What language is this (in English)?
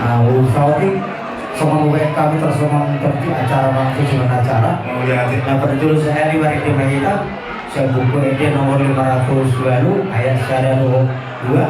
Batak Toba